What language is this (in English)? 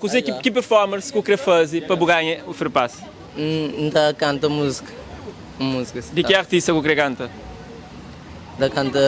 Kabuverdianu